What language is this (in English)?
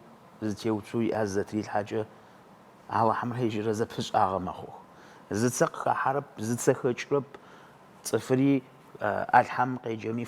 Adyghe